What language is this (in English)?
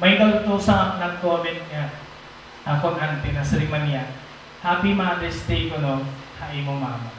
Waray